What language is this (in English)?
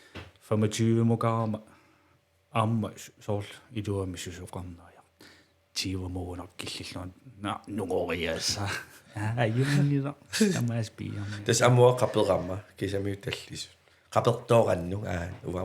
Kalaallisut